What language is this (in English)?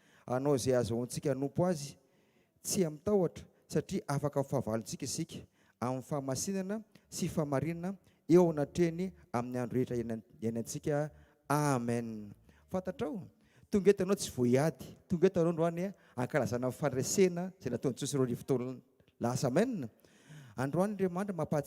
Malagasy